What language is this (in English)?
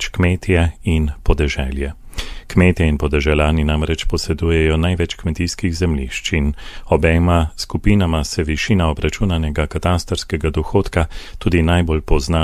Slovenian